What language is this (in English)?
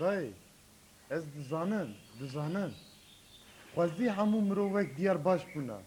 Kurdish